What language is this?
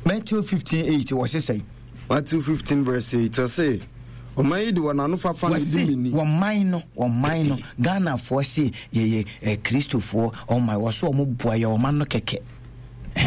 Akan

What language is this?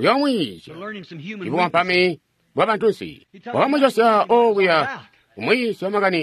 Tonga (Zambia)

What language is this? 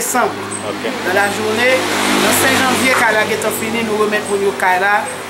Haitian Creole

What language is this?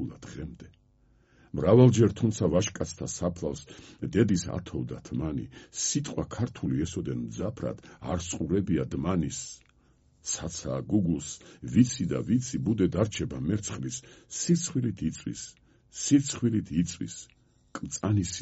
Georgian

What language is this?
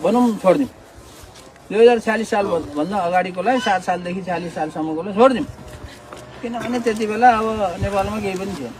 Nepali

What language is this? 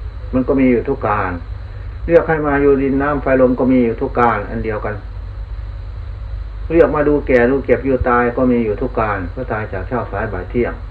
Thai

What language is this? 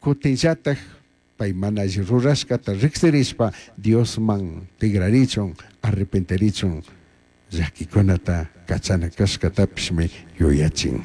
Chimborazo Highland Quichua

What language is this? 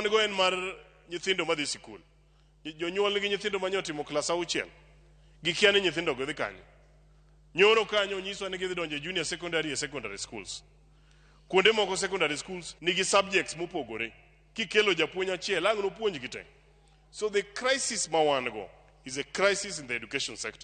Luo (Kenya and Tanzania)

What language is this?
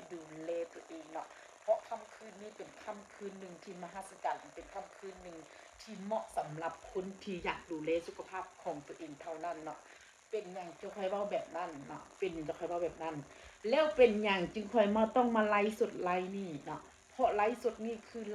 Northeastern Thai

